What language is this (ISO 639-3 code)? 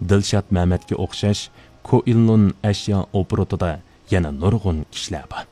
uig